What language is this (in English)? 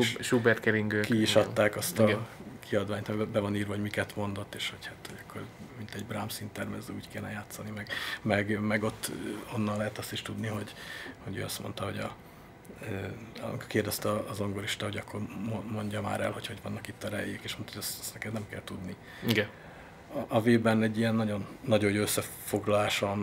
Hungarian